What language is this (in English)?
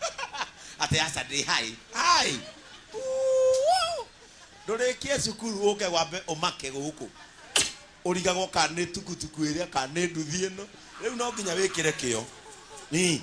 Kikuyu